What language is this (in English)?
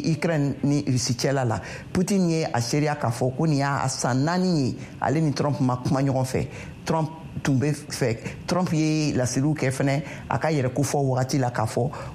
Bambara